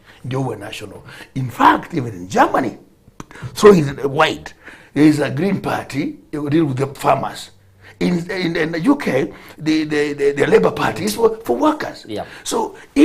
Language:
Gusii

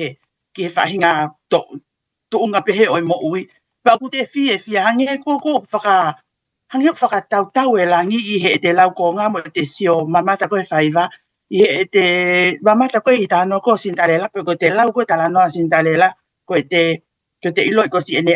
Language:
Tongan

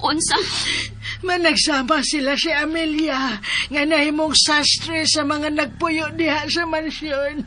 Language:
Cebuano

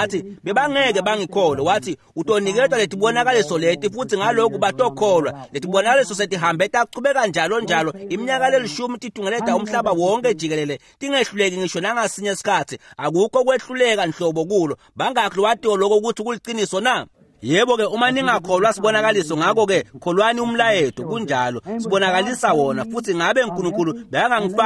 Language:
Swati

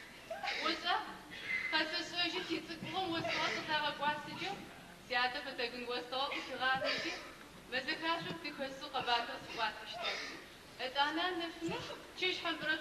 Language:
Adyghe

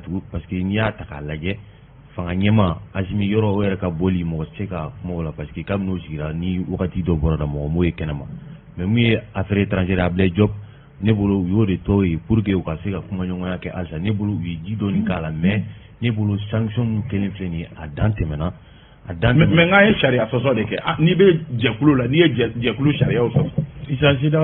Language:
Bambara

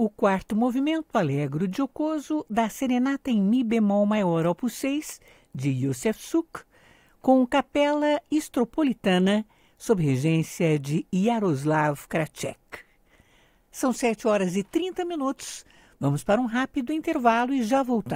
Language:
Portuguese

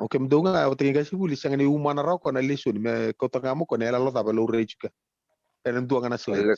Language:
Fijian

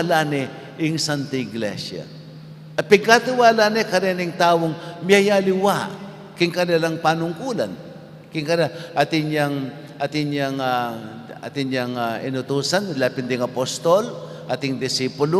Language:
Pampanga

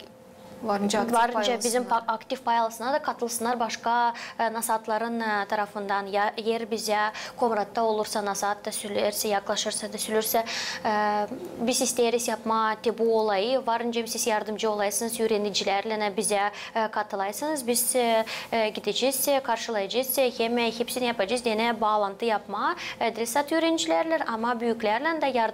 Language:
Gagauz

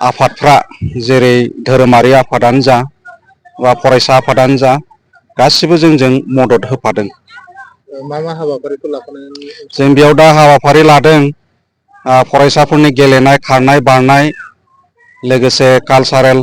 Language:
Bodo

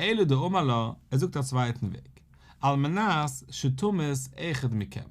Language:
Yiddish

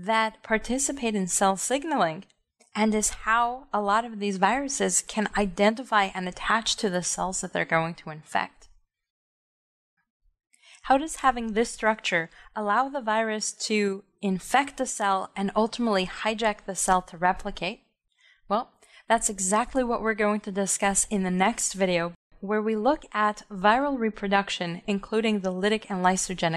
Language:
English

